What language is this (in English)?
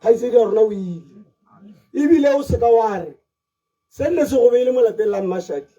Tswana